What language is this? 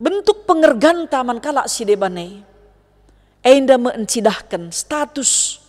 Batak Karo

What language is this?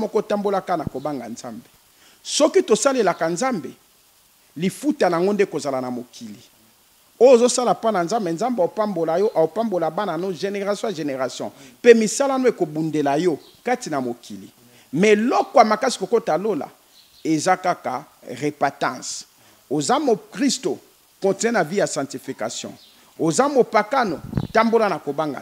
Lingala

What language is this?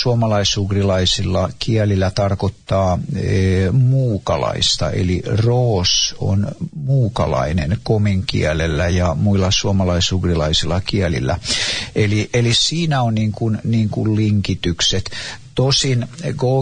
Finnish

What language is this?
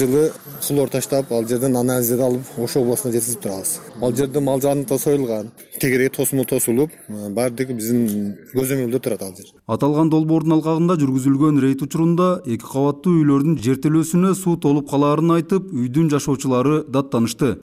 Kyrgyz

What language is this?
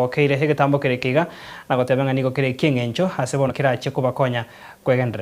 Gusii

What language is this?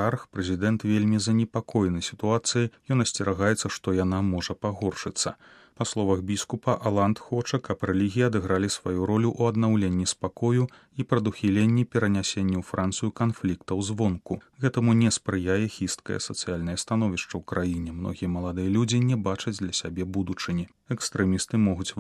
Belarusian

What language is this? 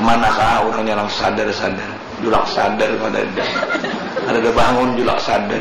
Banjar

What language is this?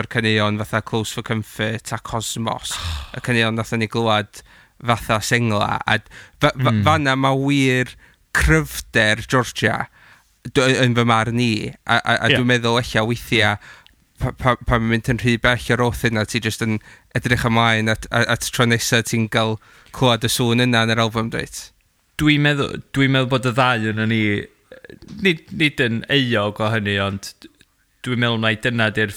Welsh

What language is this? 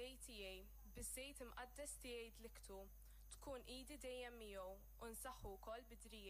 Maltese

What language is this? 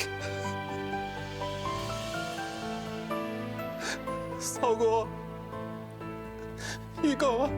Hakka Chinese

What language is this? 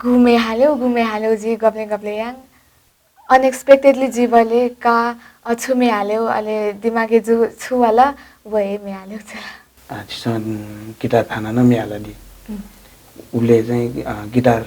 Newari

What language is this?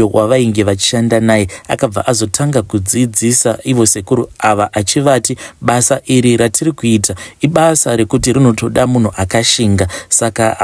Shona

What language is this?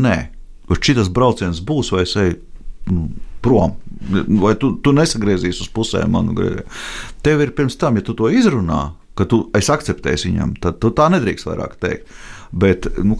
Latvian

